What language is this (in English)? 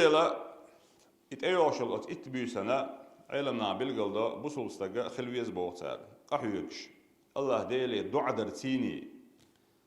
Chechen